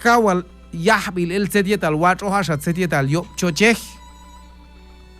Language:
Q'anjob'al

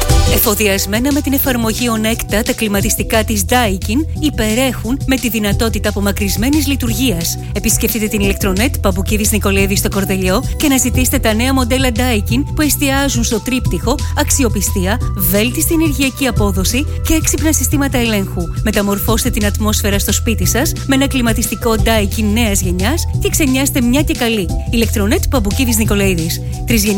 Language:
Greek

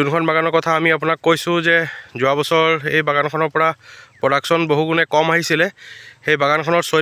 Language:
Assamese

